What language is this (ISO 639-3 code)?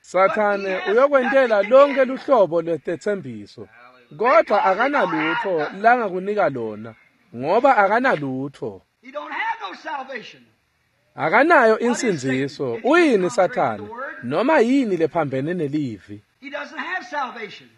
ssw